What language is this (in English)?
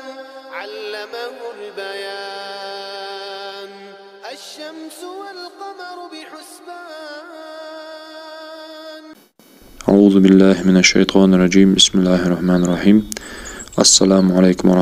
Ingush